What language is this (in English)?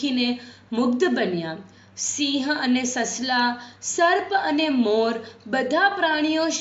Gujarati